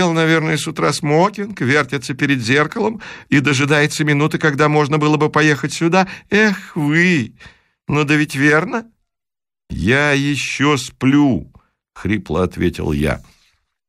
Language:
Russian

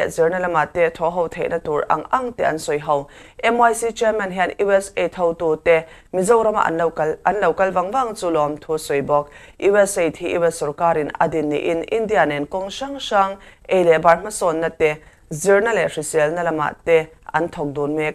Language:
Mizo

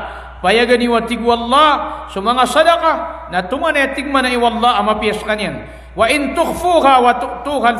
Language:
Maranao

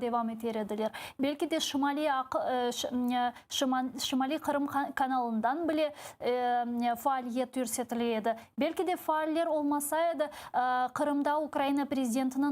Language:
Crimean Tatar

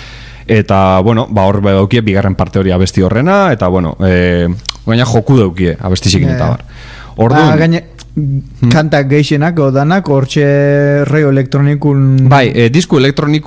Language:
Basque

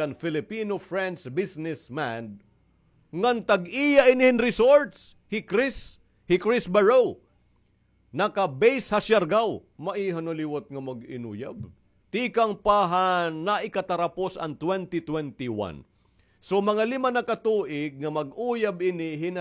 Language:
Waray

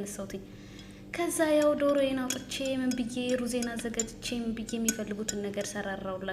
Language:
Amharic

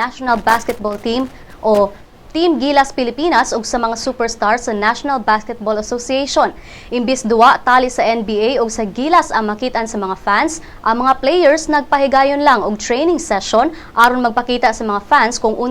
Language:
Cebuano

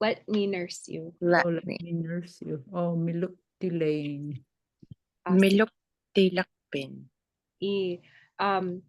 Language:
Inupiaq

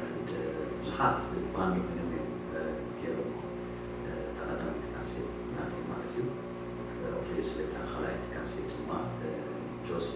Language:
Tigrinya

